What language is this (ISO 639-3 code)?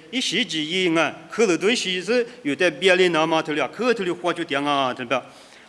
lis